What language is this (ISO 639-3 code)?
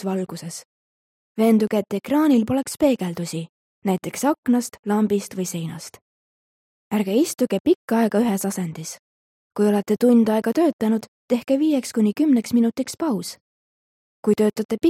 est